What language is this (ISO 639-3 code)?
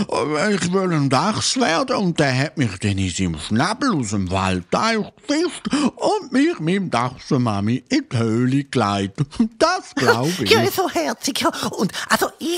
gsw